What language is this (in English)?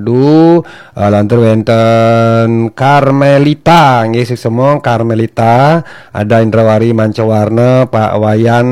Balinese